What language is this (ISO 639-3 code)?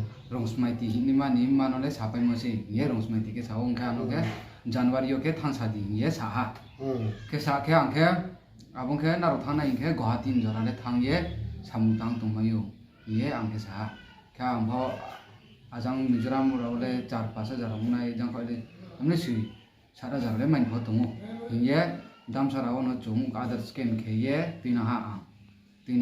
ria